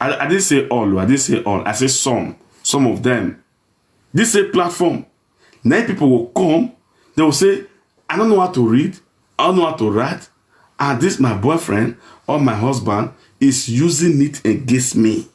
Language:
Nigerian Pidgin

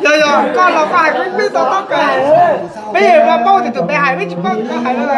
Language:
Hmong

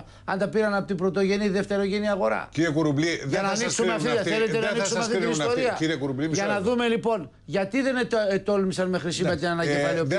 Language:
Greek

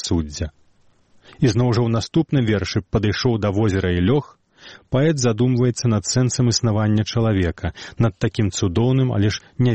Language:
Belarusian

